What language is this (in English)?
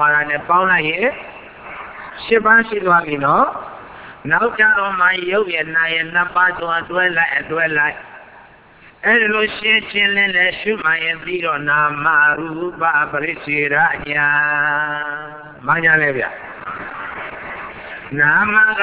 Burmese